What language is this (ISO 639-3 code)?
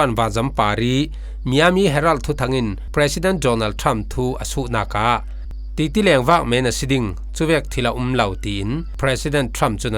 cfm